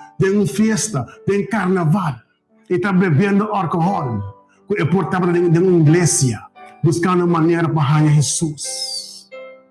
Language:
Papiamento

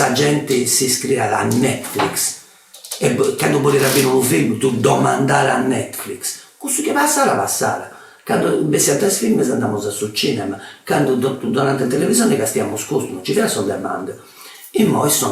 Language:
Sardinian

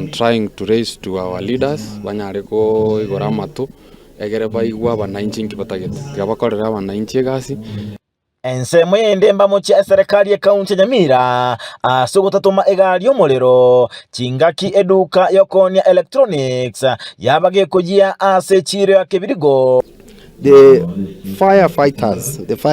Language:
Gusii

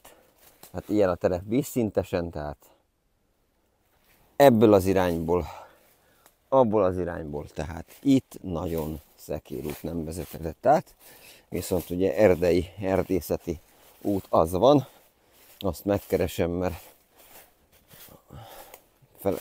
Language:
Hungarian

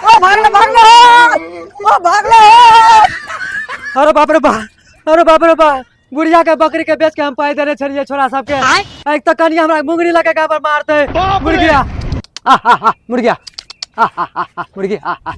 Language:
Maithili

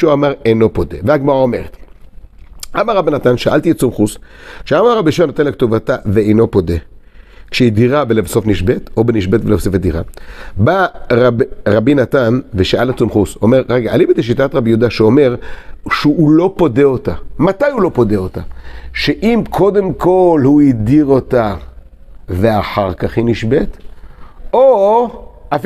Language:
Hebrew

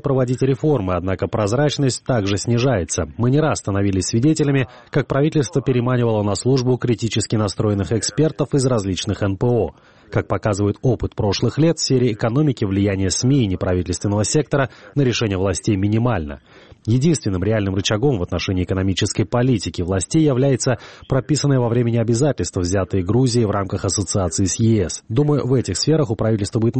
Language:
Russian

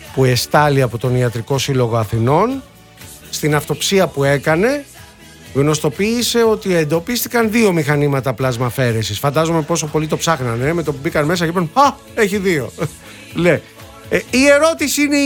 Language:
Greek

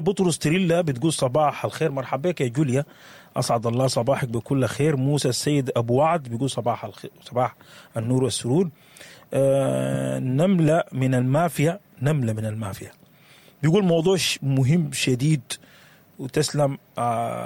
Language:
Sudanese Arabic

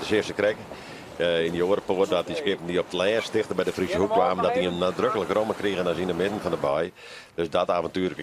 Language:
Western Frisian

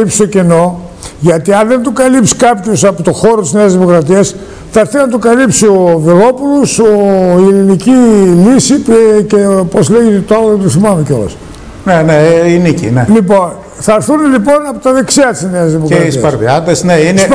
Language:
Greek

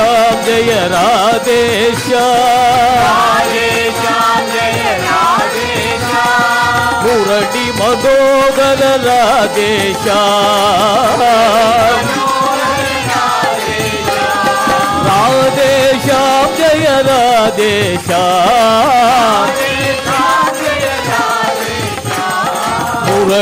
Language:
Kannada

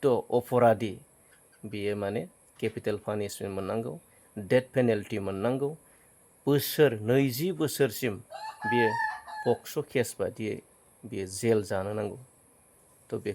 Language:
Bodo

